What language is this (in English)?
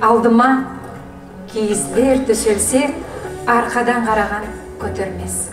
Nogai